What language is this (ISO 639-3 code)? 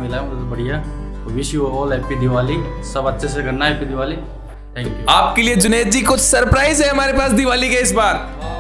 hin